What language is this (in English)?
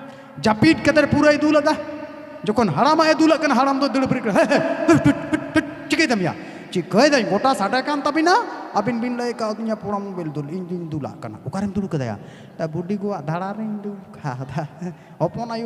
Santali